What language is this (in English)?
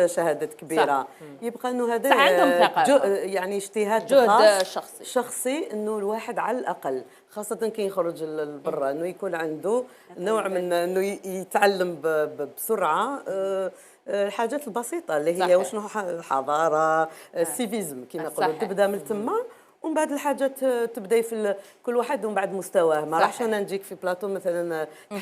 Algerian Arabic